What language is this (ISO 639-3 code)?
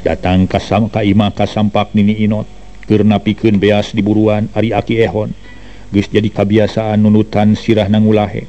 sun